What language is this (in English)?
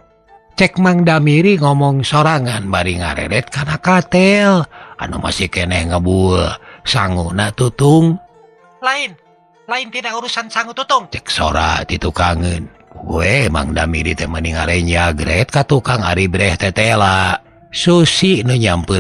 Sundanese